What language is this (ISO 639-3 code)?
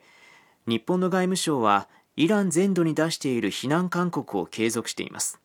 jpn